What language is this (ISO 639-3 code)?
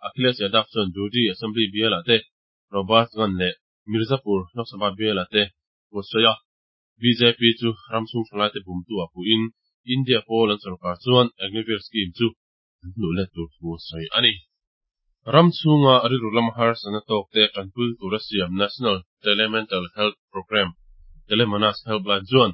lus